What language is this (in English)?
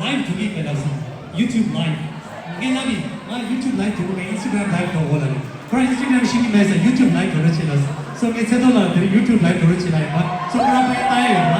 Tibetan